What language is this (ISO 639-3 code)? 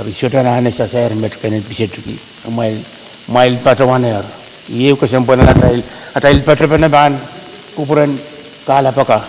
pon